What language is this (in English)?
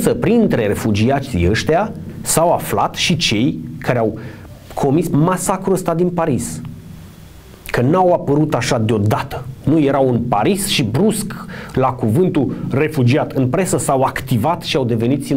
Romanian